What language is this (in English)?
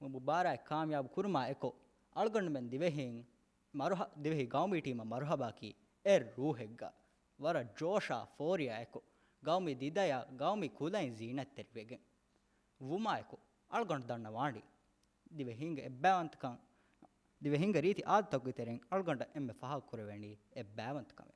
Divehi